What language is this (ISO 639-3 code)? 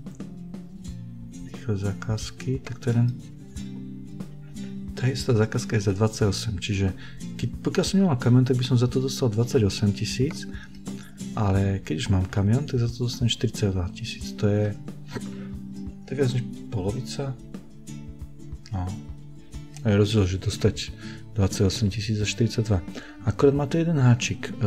slk